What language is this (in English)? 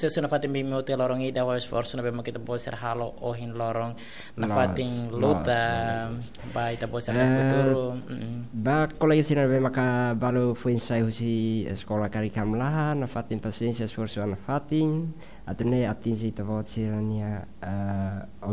Tetum